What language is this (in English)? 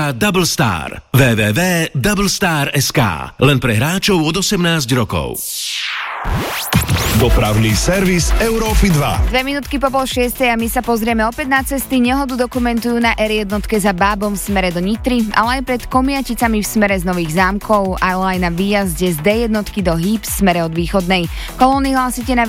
Slovak